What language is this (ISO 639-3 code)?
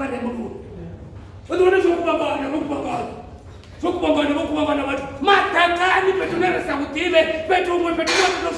ven